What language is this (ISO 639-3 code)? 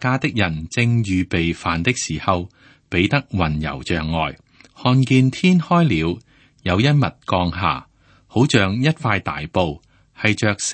yue